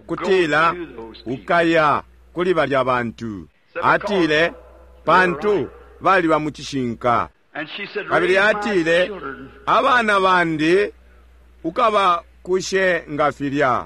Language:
Bemba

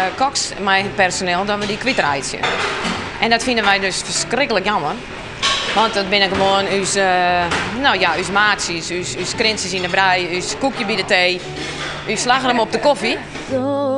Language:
Western Frisian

